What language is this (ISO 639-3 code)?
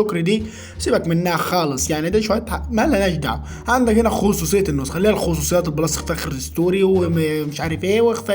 arz